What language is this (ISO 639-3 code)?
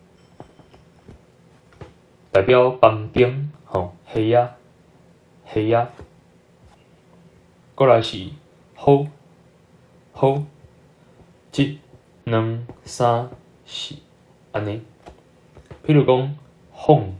nan